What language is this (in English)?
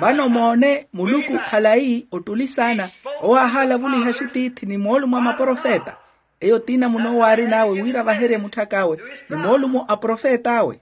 Makhuwa